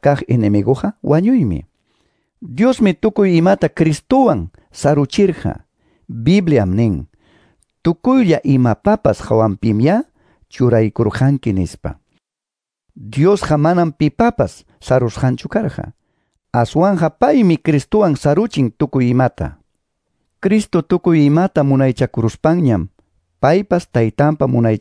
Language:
Quechua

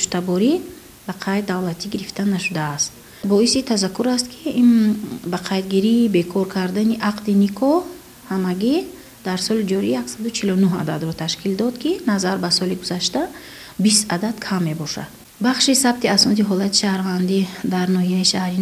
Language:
Tajik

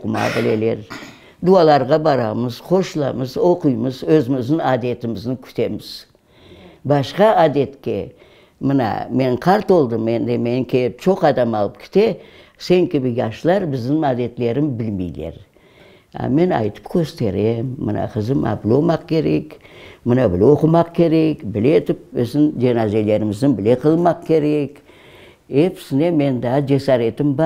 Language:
Crimean Tatar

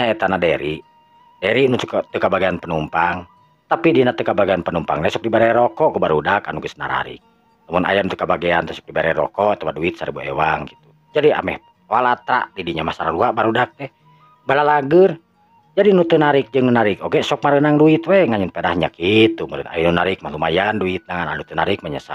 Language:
Sundanese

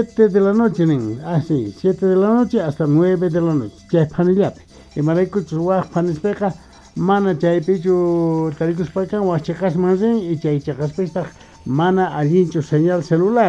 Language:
Quechua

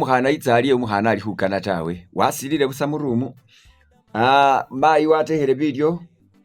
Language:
Masaaba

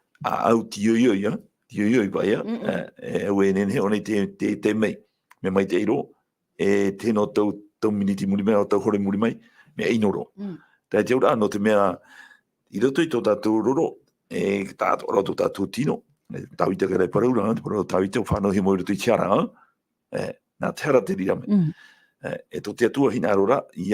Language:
Tahitian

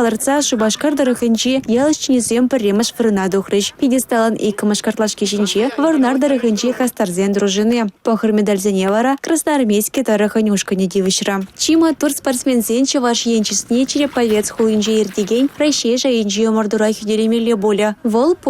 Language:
Chuvash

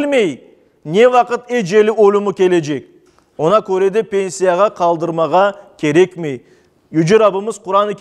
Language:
Crimean Tatar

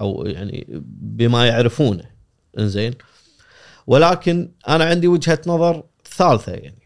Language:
Gulf Arabic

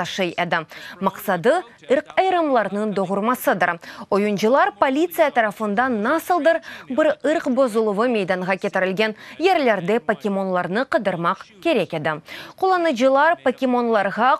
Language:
Crimean Tatar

